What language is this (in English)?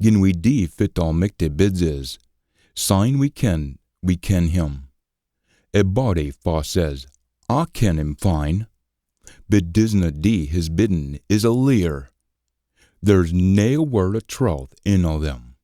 Scots